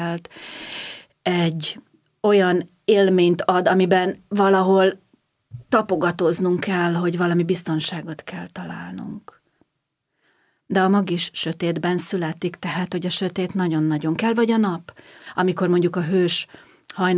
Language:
Hungarian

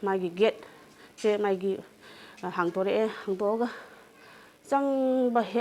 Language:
Manipuri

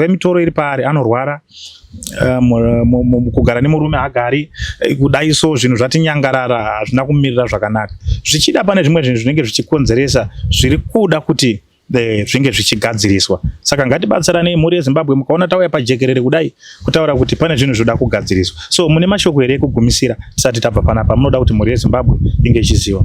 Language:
Shona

